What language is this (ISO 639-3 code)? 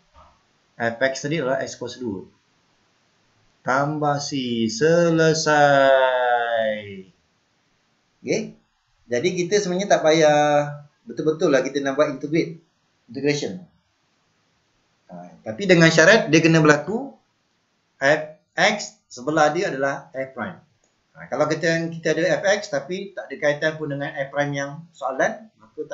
msa